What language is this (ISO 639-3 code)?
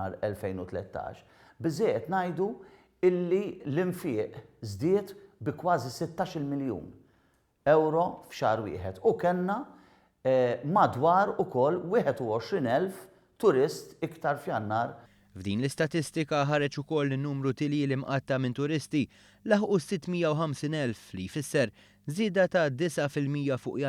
mlt